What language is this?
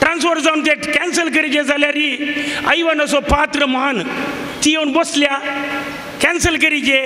Konkani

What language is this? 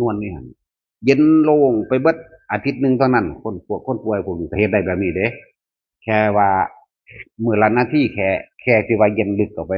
Northeastern Thai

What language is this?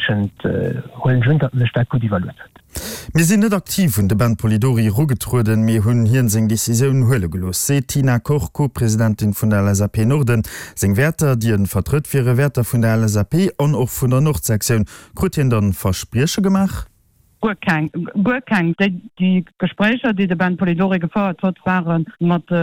Luxembourgish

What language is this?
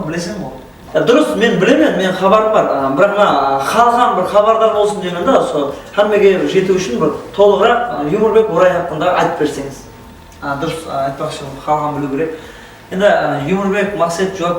Kara-Kalpak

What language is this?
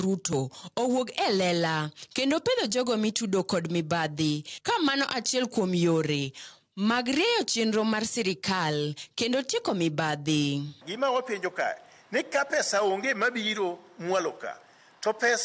Luo (Kenya and Tanzania)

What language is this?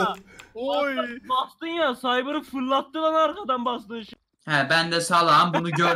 Turkish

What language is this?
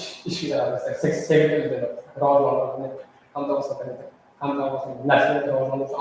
Kara-Kalpak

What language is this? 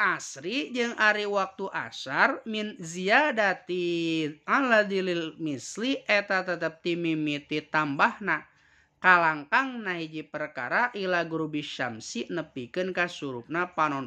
Sundanese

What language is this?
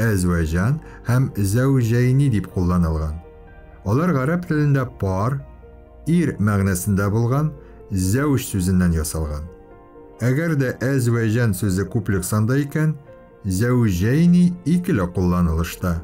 Tatar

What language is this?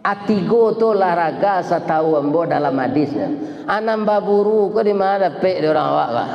Minangkabau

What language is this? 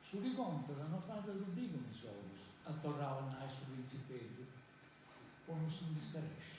Sardinian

